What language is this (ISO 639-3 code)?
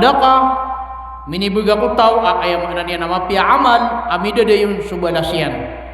mrw